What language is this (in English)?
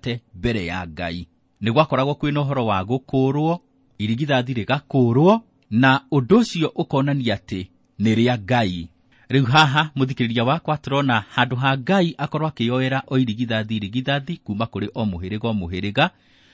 Kikuyu